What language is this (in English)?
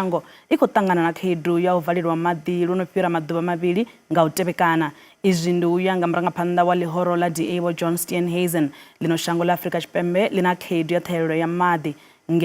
Venda